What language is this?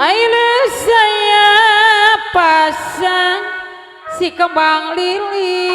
Betawi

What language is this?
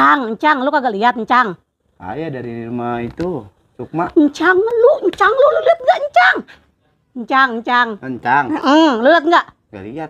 Betawi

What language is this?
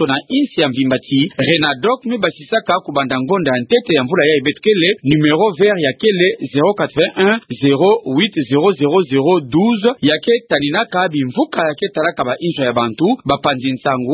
Kituba (Democratic Republic of Congo)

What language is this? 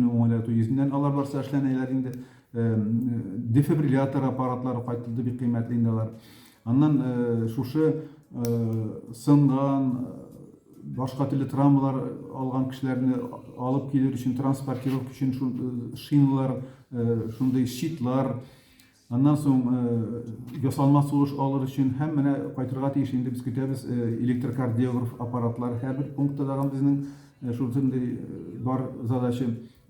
Tatar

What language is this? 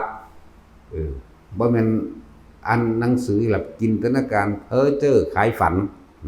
Northeastern Thai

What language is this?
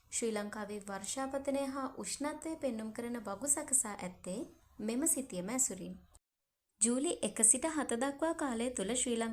Sinhala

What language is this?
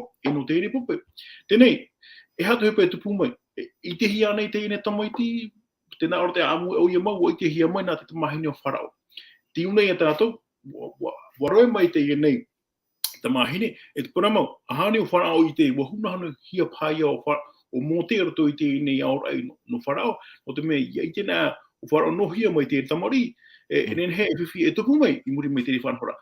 Tahitian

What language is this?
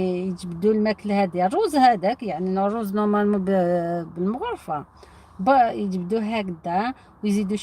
Algerian Arabic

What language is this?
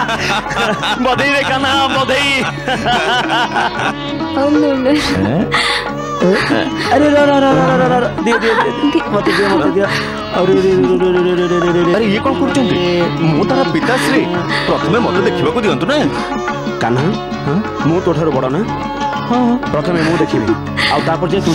Odia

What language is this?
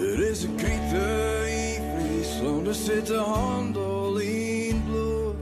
Western Frisian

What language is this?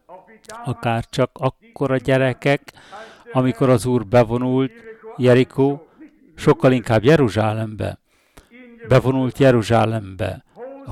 Hungarian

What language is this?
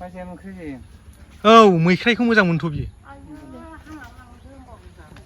Bodo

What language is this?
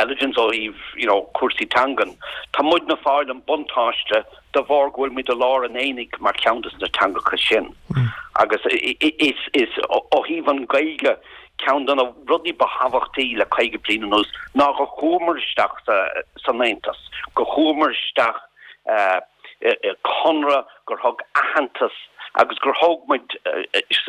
Irish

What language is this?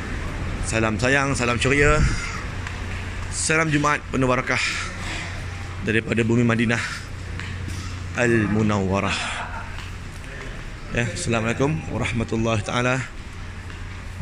Malay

